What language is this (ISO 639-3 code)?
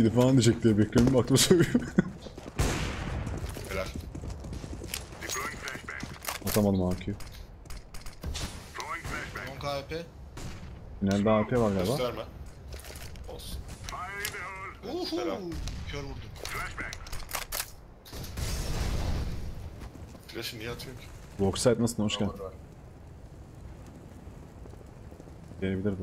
tur